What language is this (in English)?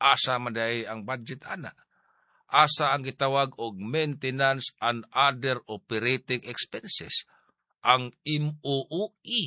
Cebuano